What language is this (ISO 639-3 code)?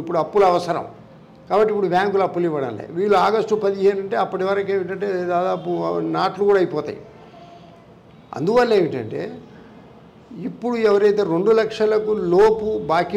tel